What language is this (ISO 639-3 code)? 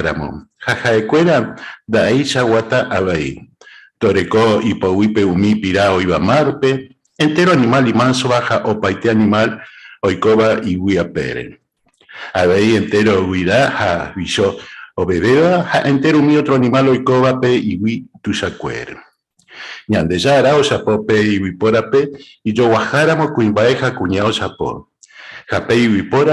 grn